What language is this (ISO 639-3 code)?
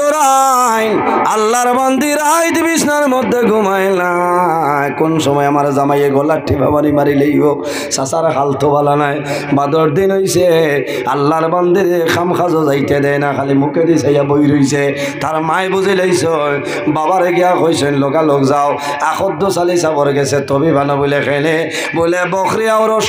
syl